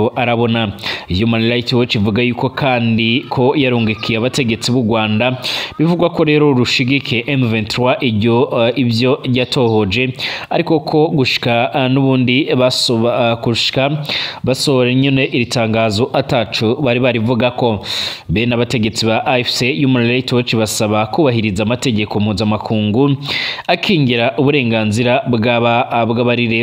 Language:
Rundi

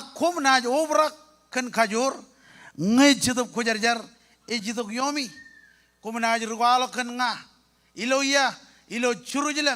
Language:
Marshallese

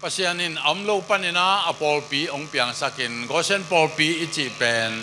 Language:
Tedim Chin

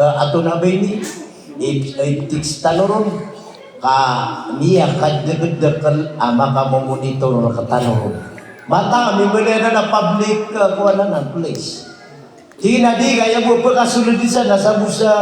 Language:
Maranao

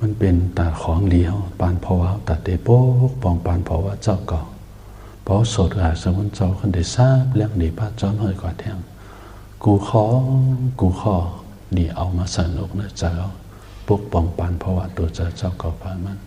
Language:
Shan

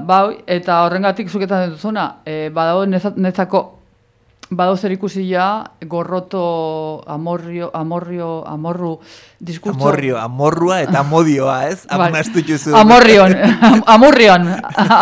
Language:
Basque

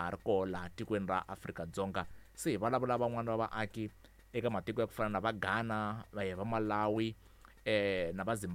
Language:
Tsonga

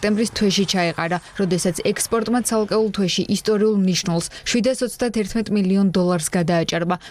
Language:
Georgian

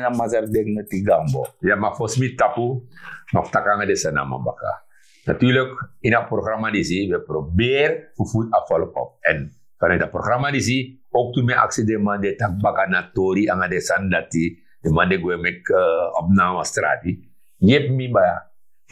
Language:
Sranan Tongo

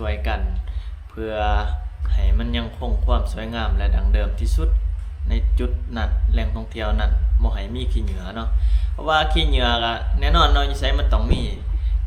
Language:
Lao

